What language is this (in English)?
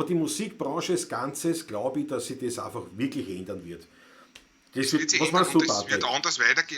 Bavarian